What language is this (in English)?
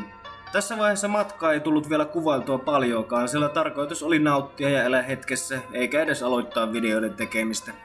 Finnish